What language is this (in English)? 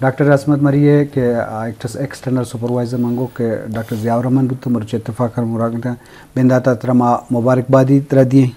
Eastern Balochi